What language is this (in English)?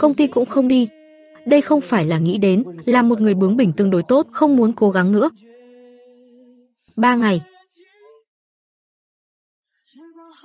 Vietnamese